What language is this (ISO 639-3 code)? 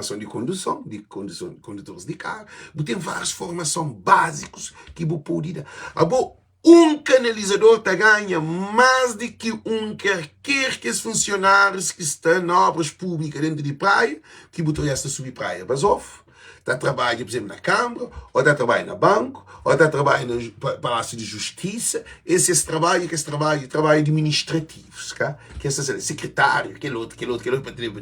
kea